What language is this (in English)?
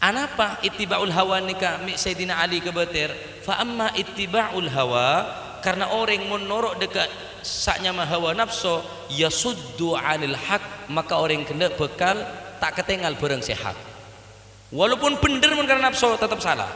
Madurese